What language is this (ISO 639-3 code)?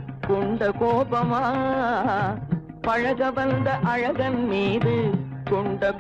tam